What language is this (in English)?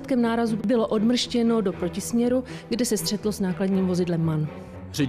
Czech